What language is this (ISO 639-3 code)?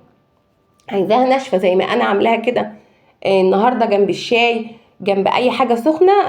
arz